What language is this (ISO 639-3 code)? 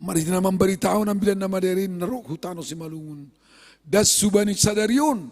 bts